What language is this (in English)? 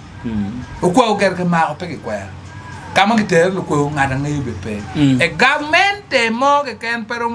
Acoli